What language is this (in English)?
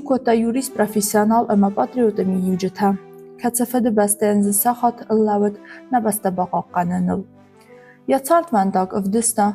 Ossetic